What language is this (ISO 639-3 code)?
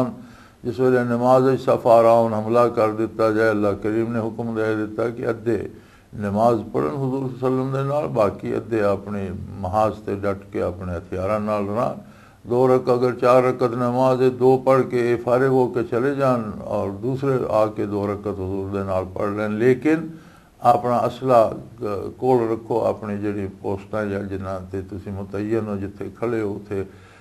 lah